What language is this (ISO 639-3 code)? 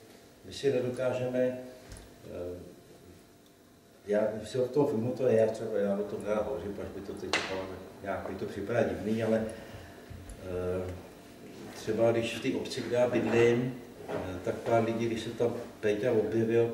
ces